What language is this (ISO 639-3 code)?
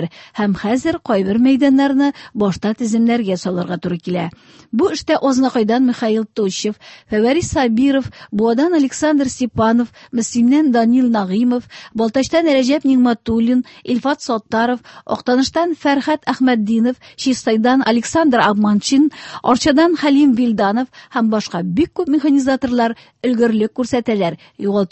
tat